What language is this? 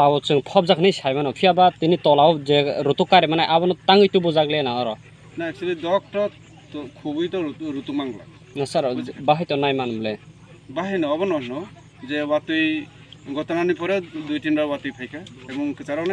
Kok Borok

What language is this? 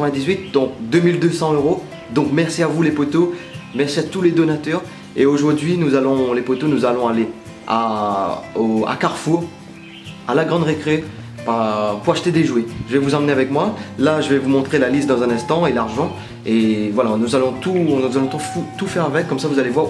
French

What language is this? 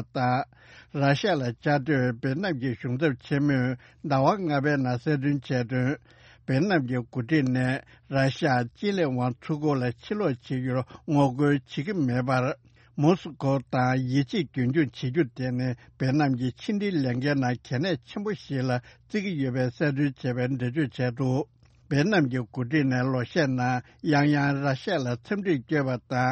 Tibetan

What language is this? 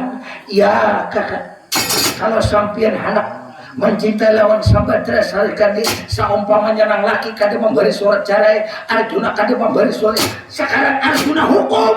Banjar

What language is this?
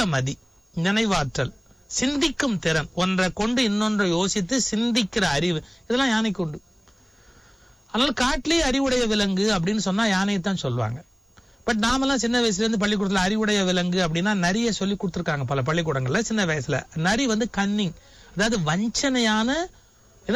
Tamil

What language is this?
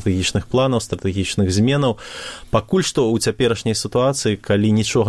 Belarusian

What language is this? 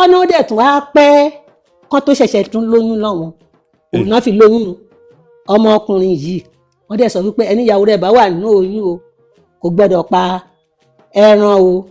Yoruba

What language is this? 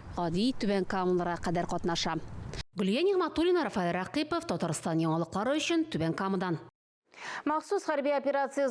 Tatar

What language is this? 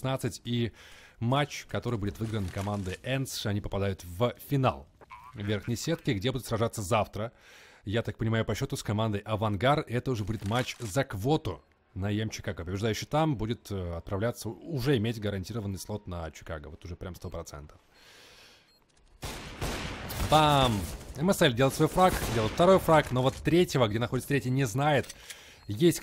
Russian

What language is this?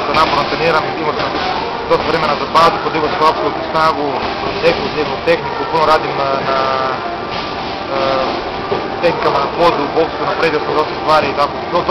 Croatian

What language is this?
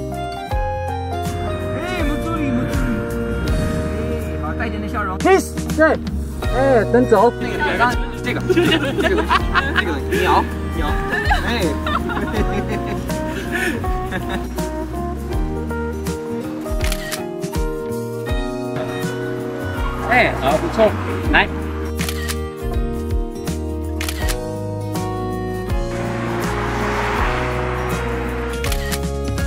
Chinese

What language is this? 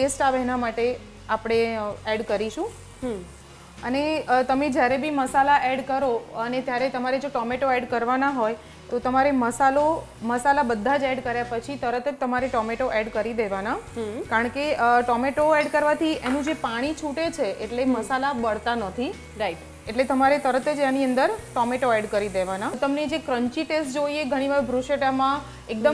Gujarati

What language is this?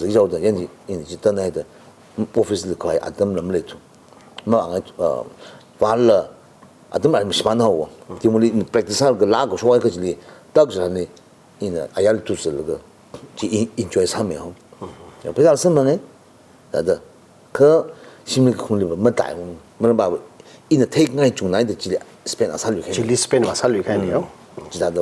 Tangkhul Naga (India)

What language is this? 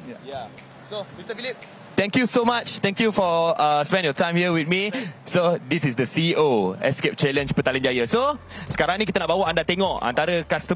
Malay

